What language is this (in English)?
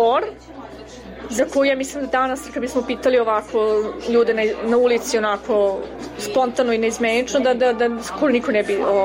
Serbian